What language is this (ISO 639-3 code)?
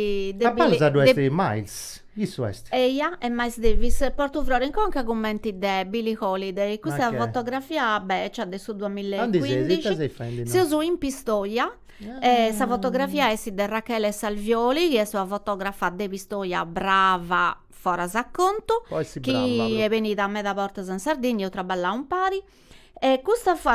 srd